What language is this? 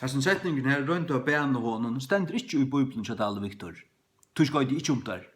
Faroese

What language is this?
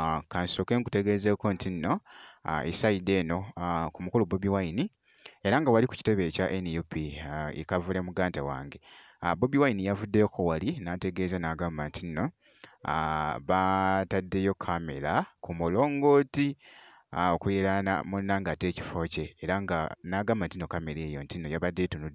Ganda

